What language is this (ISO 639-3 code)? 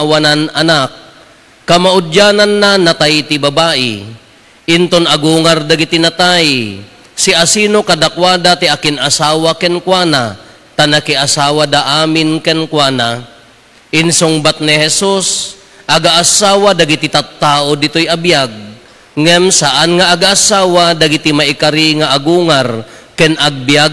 ilo